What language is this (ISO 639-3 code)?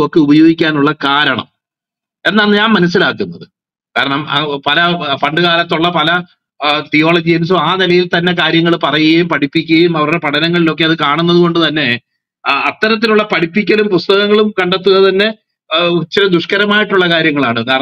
mal